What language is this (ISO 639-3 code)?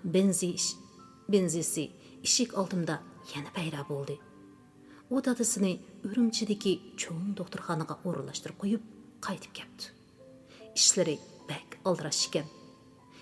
uig